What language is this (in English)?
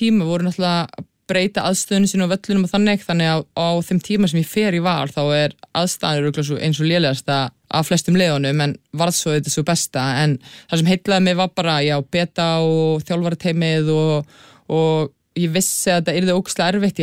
Icelandic